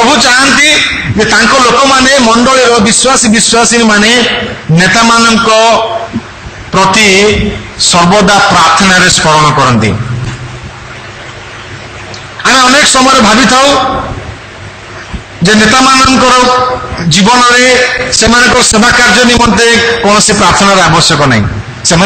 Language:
Odia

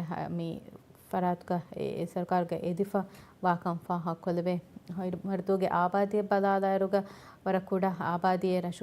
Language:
Divehi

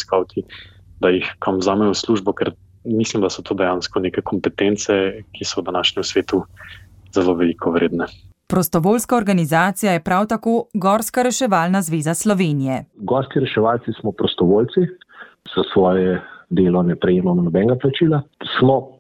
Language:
Slovenian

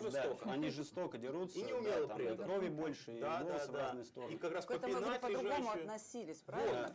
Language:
Russian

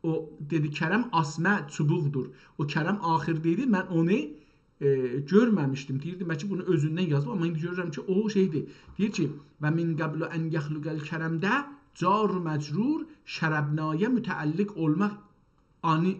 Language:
South Azerbaijani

